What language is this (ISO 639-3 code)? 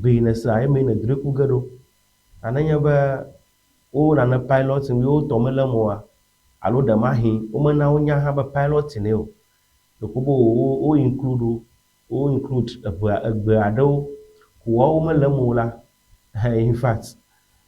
ewe